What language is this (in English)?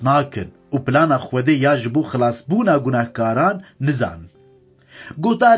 Kurdish